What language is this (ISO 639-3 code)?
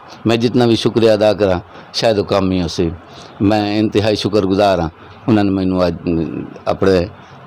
skr